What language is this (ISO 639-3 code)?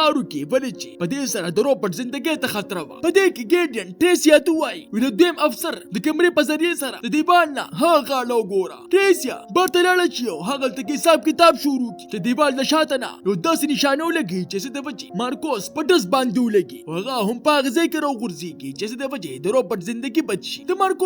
pus